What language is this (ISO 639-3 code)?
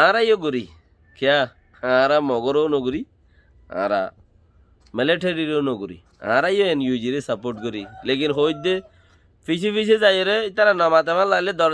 rhg